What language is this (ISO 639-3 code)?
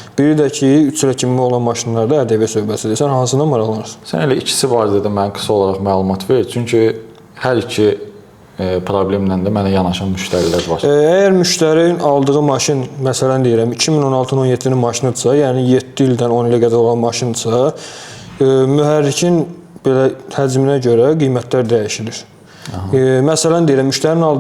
aze